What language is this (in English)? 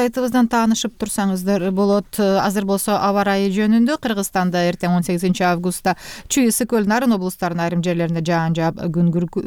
Kyrgyz